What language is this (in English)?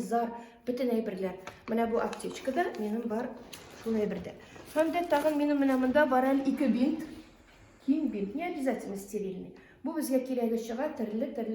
Tatar